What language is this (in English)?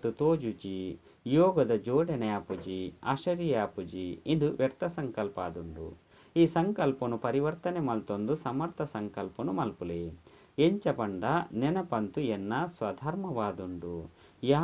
Tulu